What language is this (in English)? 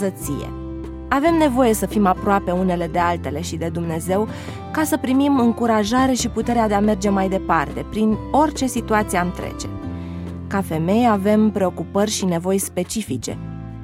Romanian